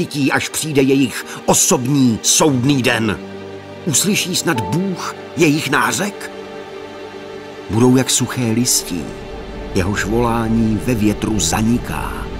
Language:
Czech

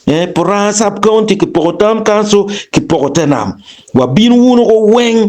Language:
Acoli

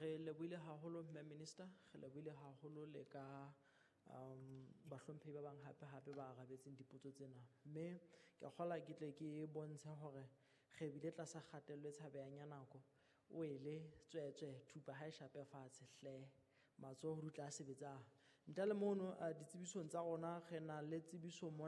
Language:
Southern Sotho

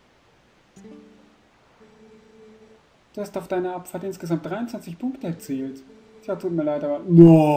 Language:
German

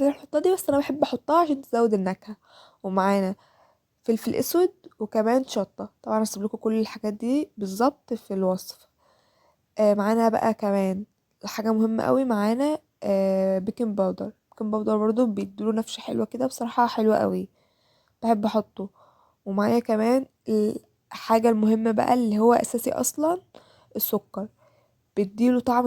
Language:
Egyptian Arabic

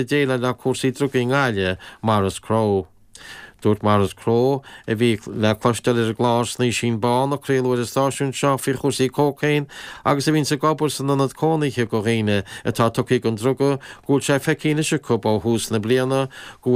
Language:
Irish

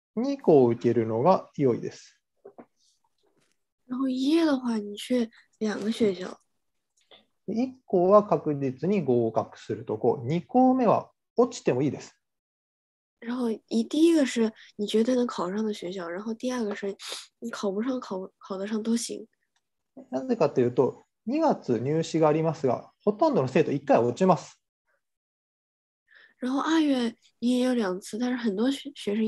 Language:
Japanese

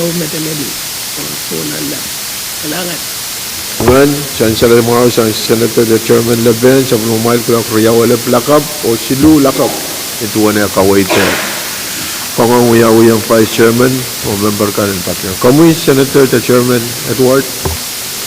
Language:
Pohnpeian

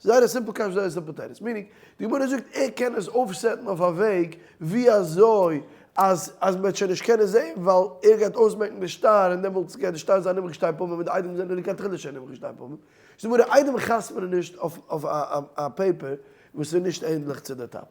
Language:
Yiddish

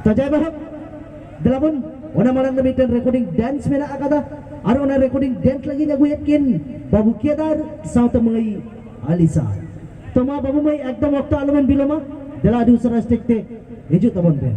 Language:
Santali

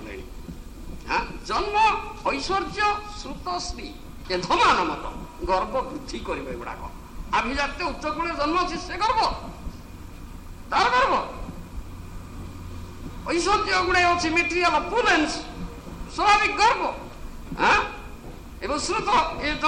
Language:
Odia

